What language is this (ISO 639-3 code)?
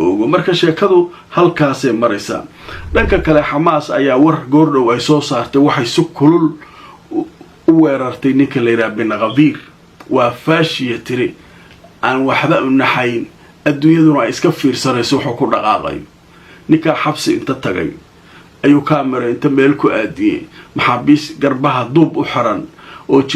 som